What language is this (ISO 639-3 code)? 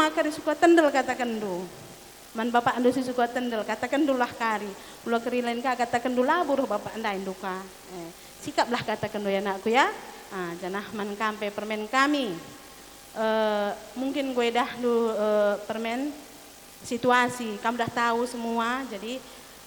btx